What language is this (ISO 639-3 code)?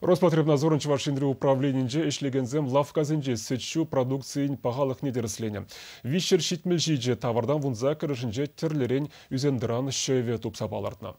chv